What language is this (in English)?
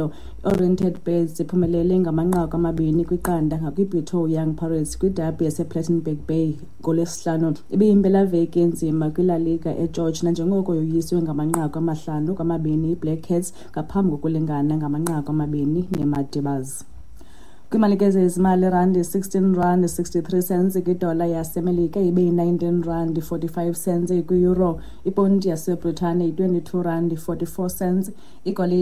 Xhosa